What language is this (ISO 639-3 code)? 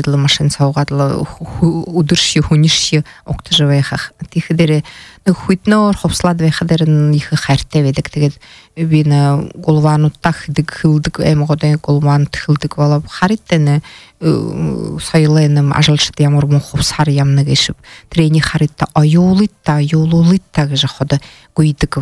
bua